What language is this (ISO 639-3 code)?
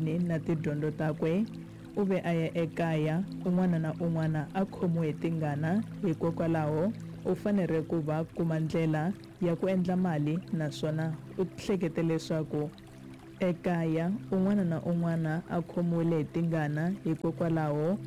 tso